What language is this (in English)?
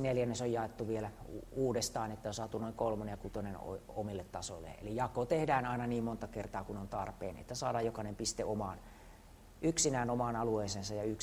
Finnish